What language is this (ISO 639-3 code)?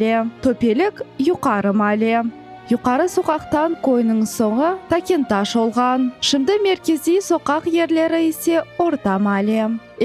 crh